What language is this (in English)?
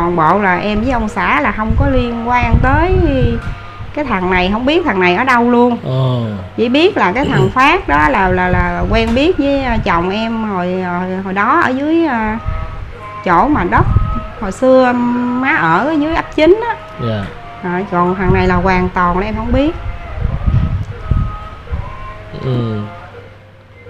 Vietnamese